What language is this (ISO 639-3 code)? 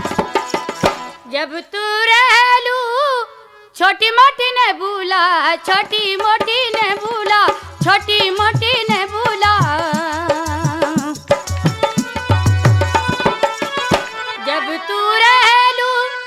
bho